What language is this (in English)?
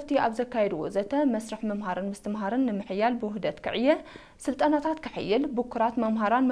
Tigrinya